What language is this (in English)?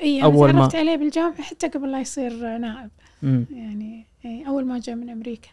Gulf Arabic